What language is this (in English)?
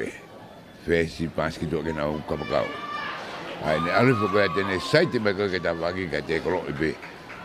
Tongan